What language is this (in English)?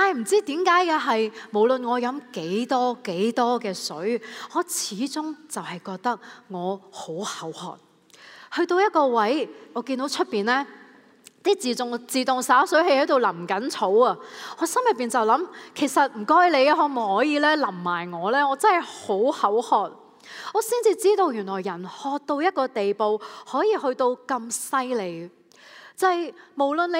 Cantonese